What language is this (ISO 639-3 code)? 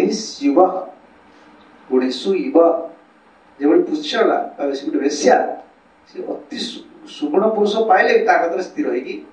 ori